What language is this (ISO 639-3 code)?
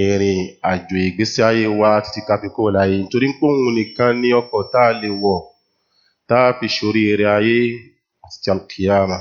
yor